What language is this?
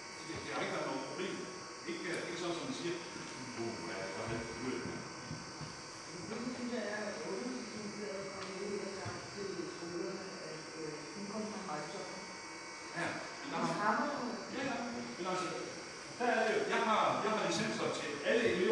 Danish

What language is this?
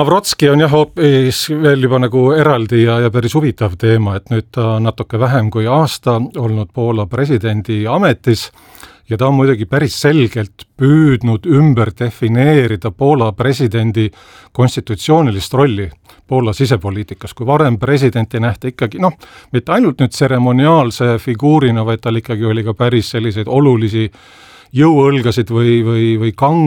Estonian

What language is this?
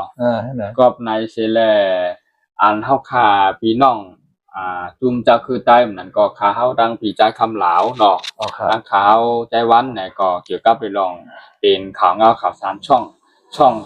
Shan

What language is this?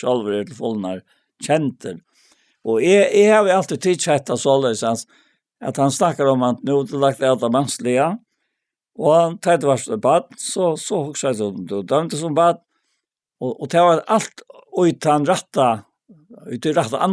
Faroese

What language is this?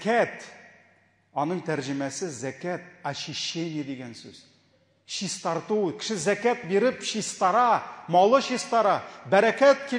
Tatar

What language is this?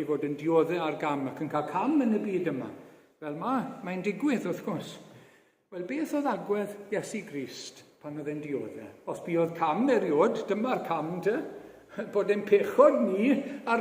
Welsh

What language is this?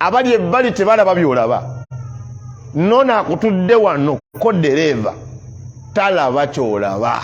Ganda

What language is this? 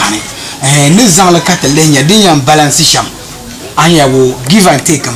Dagbani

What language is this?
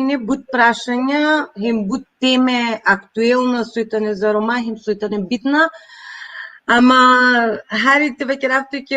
Balkan Romani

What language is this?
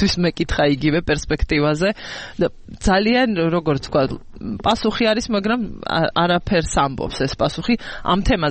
Georgian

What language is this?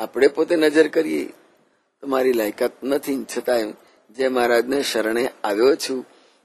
Gujarati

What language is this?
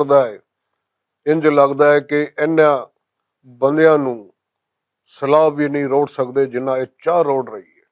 Western Panjabi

